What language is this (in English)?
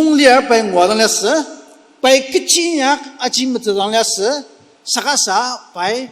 Ao Naga